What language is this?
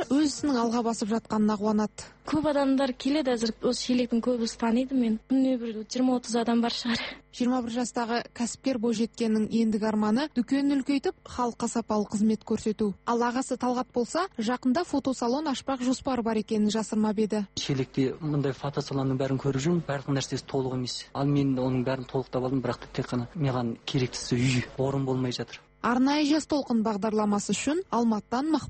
Kazakh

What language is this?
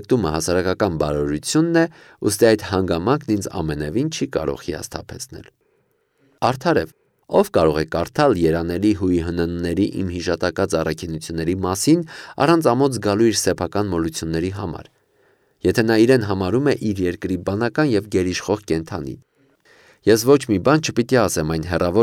Armenian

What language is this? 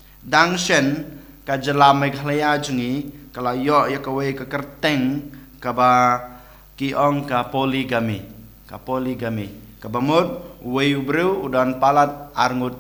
Khasi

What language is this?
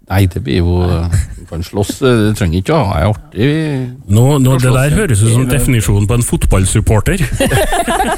Norwegian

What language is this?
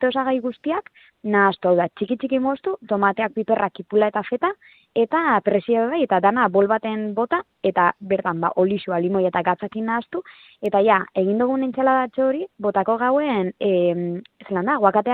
Basque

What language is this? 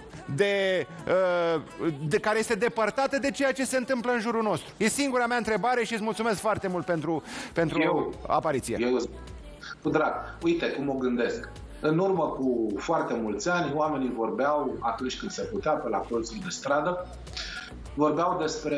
Romanian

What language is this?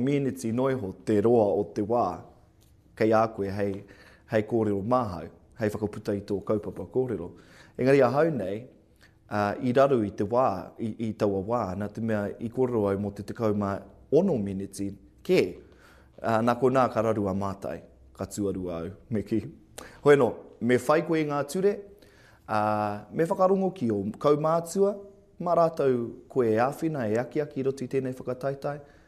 Māori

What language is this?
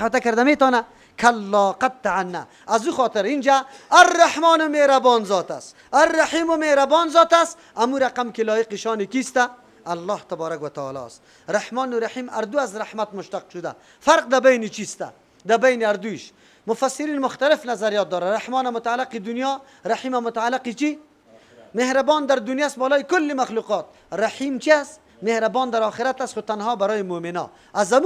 Persian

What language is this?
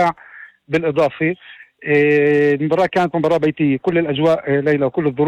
North Levantine Arabic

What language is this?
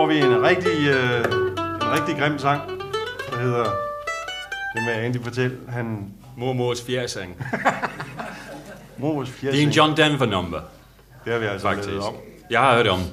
Danish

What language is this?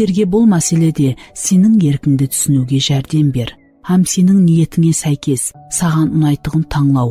Kara-Kalpak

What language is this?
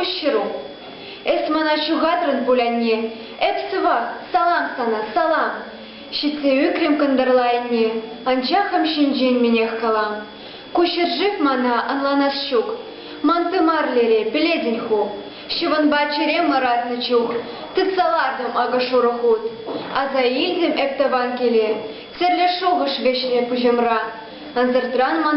Chuvash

